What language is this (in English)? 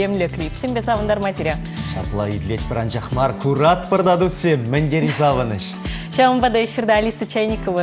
Chuvash